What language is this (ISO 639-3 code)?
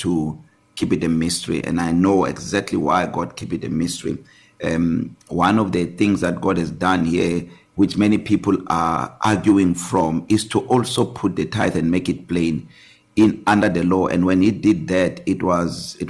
eng